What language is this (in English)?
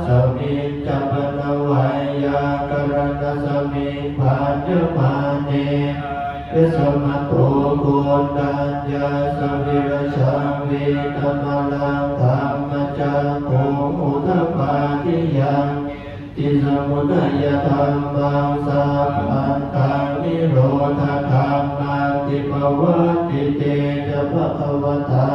Pali